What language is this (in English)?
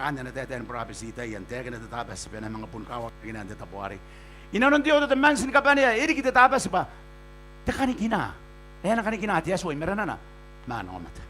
Gilbertese